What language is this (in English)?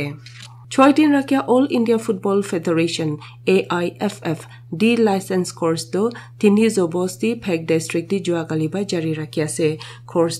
Naga Pidgin